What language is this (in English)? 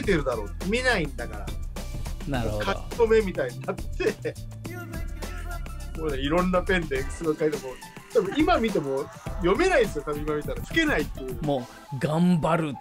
Japanese